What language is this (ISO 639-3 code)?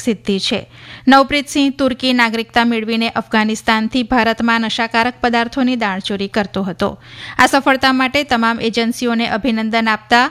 guj